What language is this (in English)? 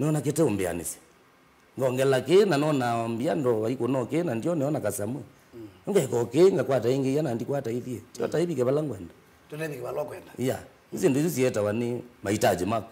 Kamba